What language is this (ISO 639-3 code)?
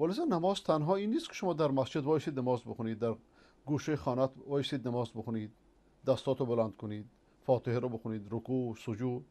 fas